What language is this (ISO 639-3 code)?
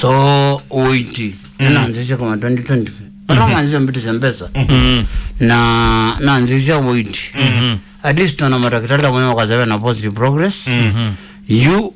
kam